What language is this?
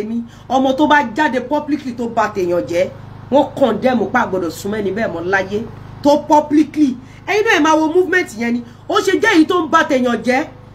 Yoruba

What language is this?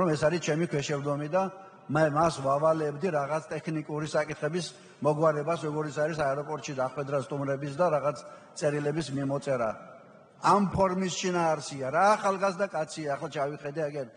Georgian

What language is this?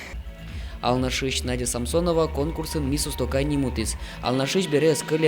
Udmurt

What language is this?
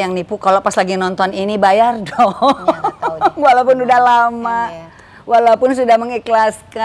Indonesian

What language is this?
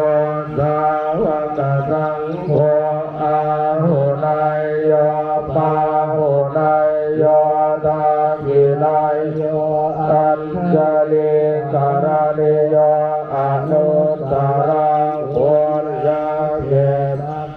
Pali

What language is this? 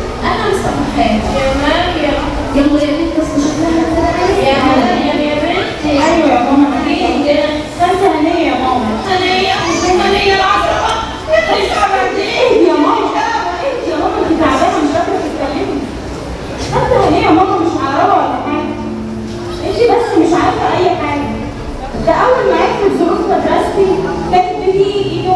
Egyptian Arabic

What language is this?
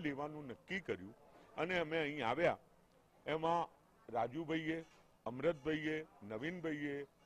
Gujarati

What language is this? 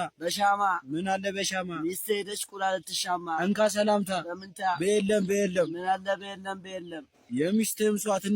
Amharic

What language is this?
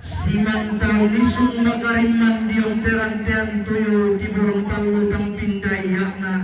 Toraja-Sa'dan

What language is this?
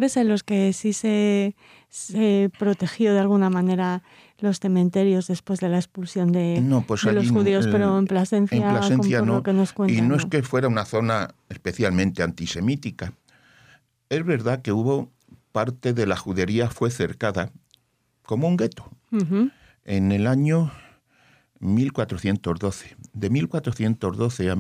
Spanish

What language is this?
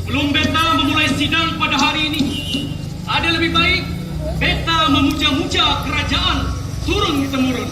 Banjar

